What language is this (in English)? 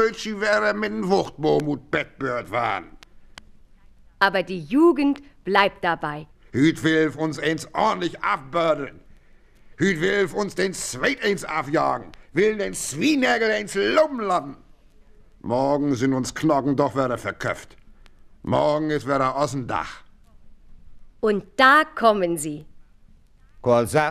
German